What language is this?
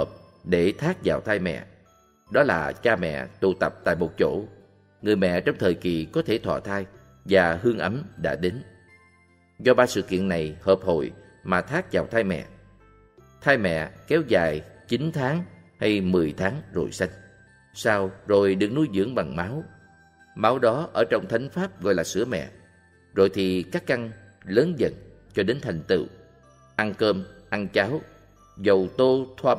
Vietnamese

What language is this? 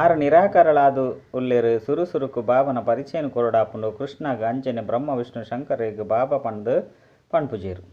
Tulu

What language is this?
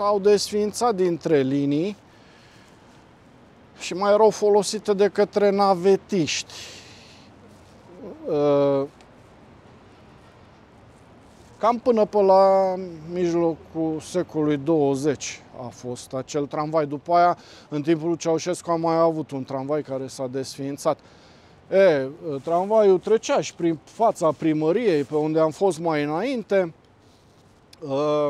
Romanian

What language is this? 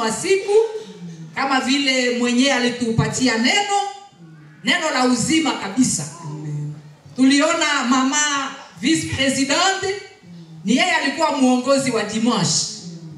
Swahili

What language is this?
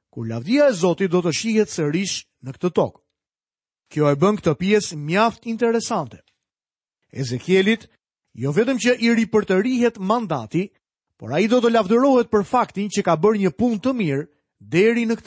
Albanian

